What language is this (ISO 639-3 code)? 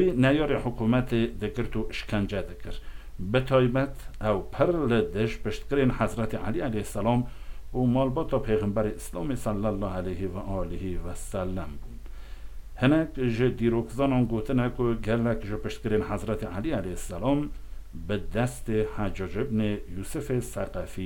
kur